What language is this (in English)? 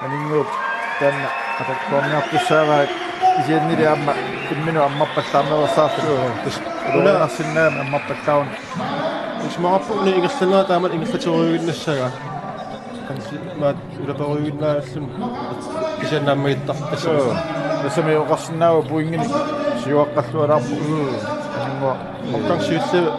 Kalaallisut